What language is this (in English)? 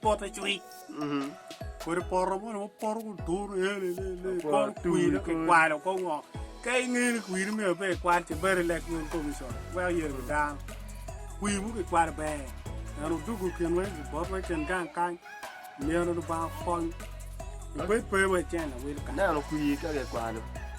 Acoli